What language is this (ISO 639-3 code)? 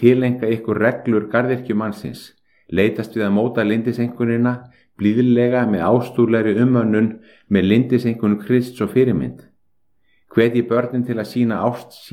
isl